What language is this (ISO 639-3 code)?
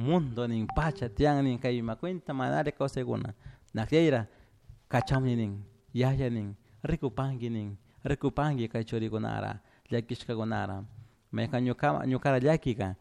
qug